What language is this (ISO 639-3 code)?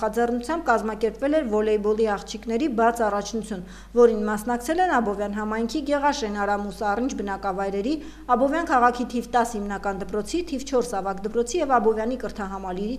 hye